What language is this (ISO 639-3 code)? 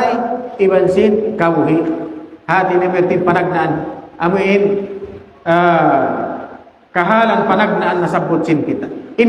tsg